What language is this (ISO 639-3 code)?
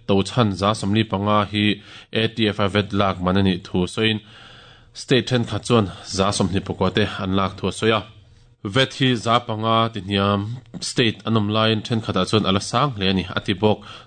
lus